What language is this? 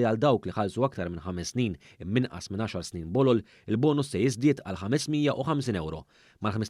Maltese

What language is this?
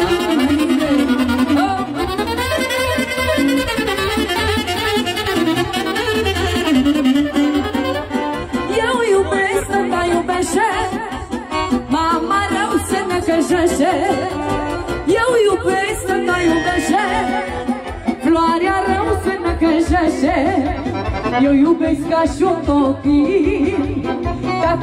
Romanian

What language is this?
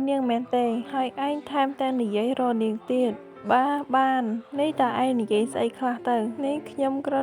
Khmer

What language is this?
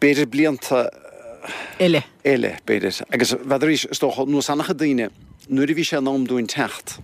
Irish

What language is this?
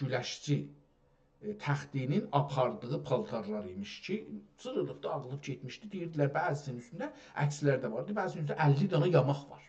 South Azerbaijani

